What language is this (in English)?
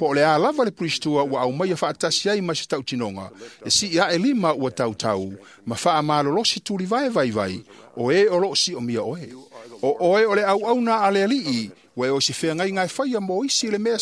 Samoan